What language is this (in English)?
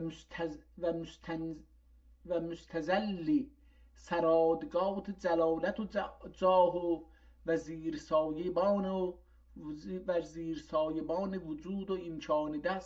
South Azerbaijani